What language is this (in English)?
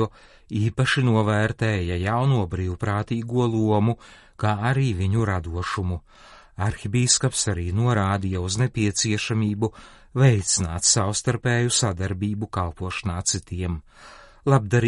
Latvian